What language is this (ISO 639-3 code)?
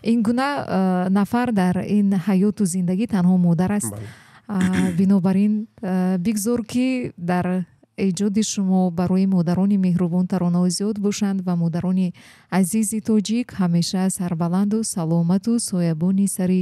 tgk